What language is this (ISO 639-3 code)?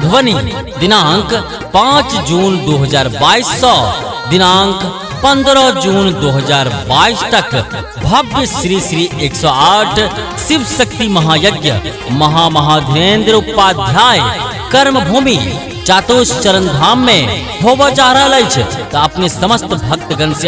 mai